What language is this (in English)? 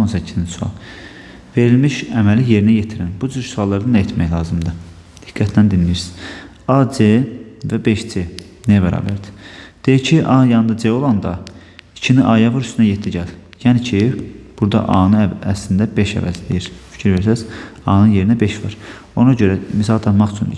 Azerbaijani